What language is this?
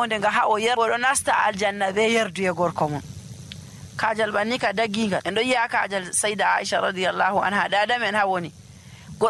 Nigerian Fulfulde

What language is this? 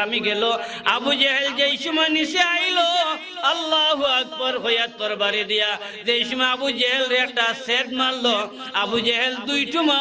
Sylheti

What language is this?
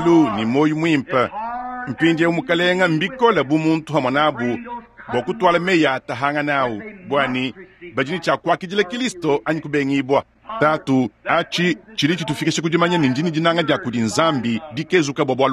Luba-Lulua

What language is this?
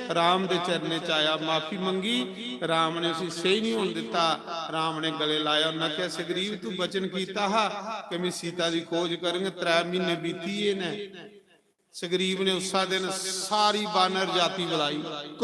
Dogri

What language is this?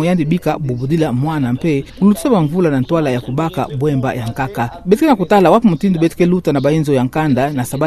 Kituba (Democratic Republic of Congo)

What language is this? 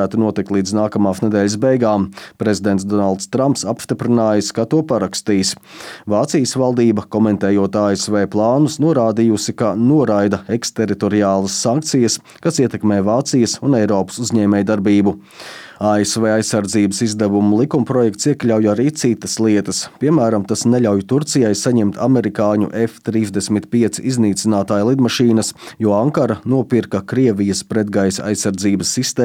Latvian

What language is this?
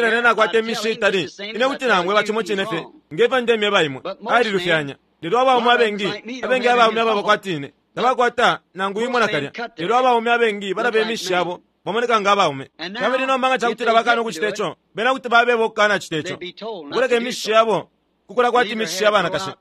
Bemba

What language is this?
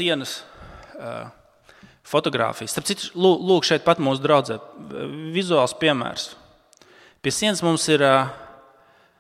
Latvian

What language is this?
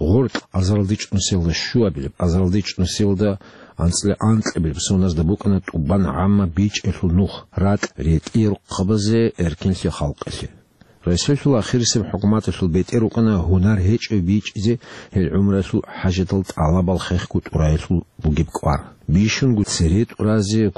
Avaric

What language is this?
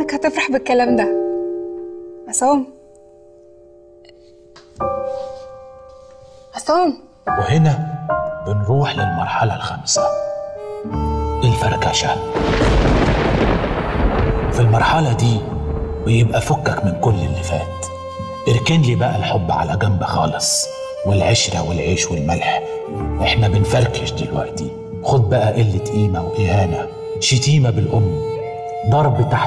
Egyptian Arabic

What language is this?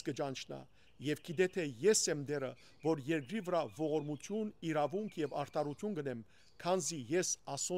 Western Armenian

